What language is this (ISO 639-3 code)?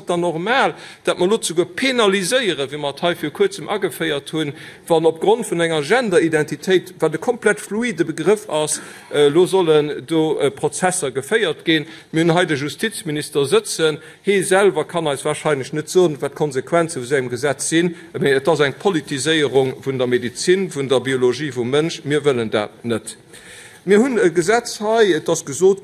ltz